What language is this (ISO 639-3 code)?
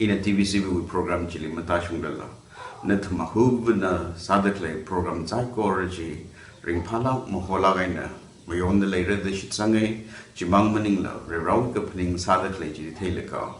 nmf